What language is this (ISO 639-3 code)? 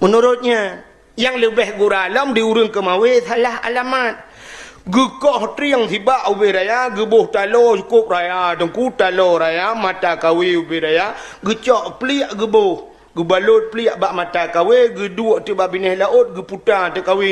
ace